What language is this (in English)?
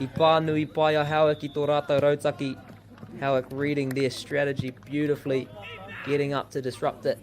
Māori